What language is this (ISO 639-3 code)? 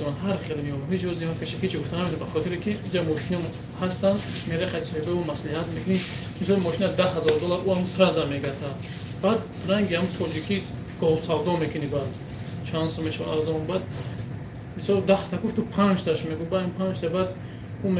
tgk